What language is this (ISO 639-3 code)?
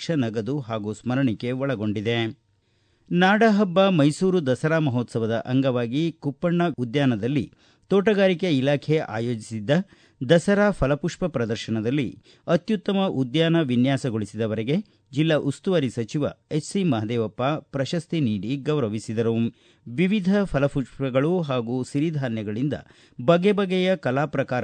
kan